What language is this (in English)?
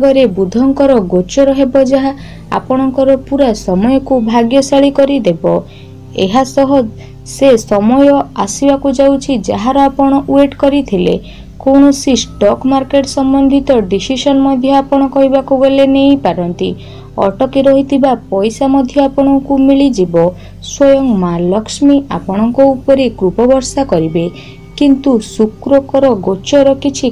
Odia